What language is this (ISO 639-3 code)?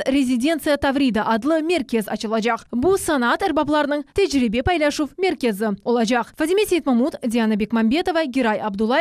crh